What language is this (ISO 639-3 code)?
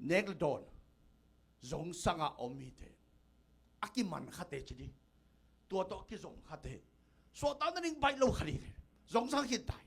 ctd